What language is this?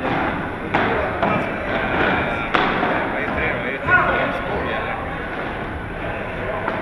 Swedish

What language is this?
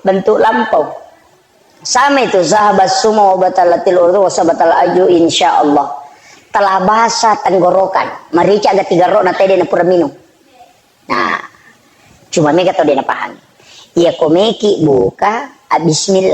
Buginese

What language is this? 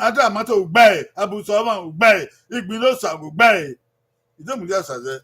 Bini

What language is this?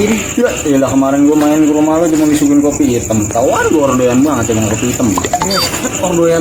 Betawi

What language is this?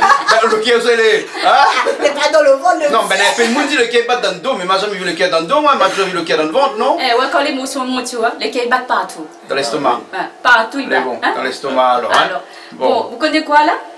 Réunion Creole French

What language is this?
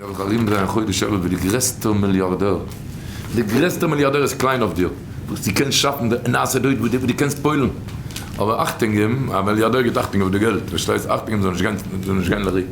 Yiddish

